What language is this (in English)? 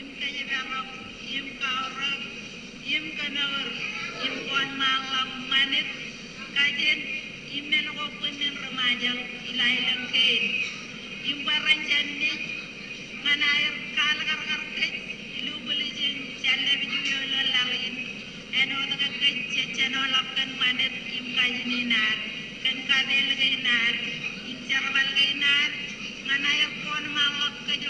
Marshallese